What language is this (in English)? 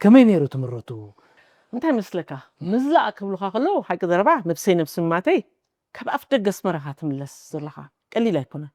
Tigrinya